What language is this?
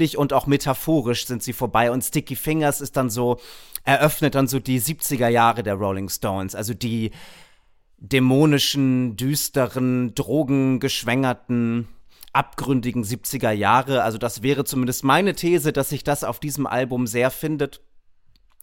German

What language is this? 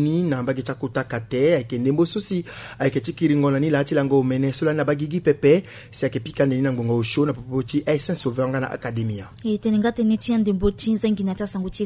Sango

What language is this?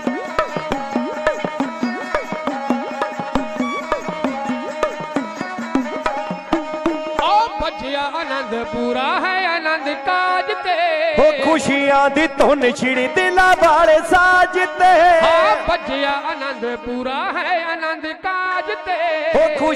Punjabi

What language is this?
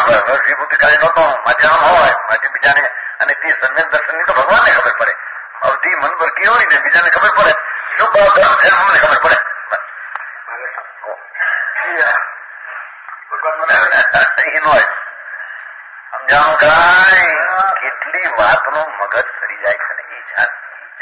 Gujarati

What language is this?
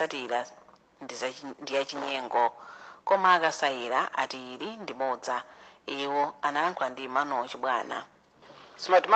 Nyanja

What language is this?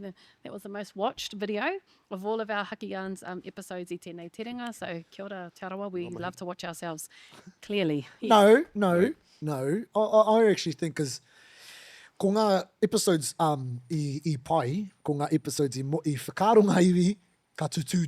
Māori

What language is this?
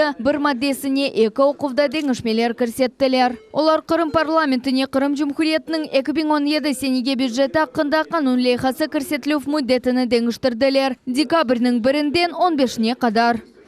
Crimean Tatar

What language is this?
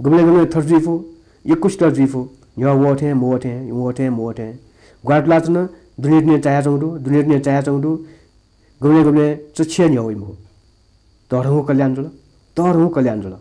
Newari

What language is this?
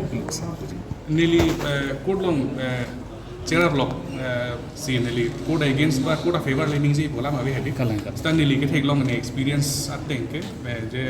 Karbi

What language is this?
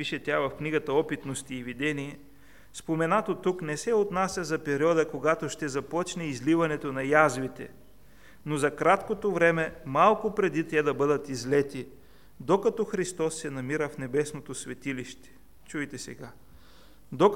Bulgarian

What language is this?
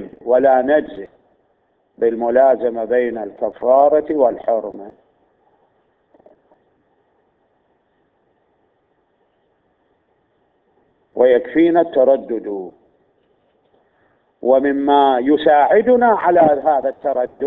Arabic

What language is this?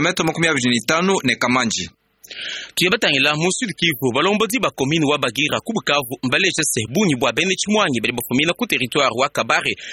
Luba-Lulua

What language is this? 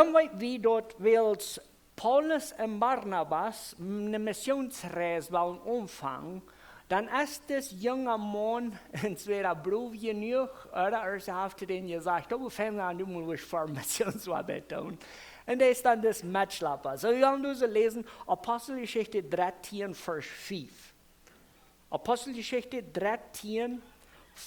Plautdietsch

